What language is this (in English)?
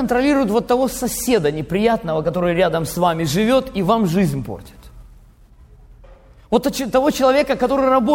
Russian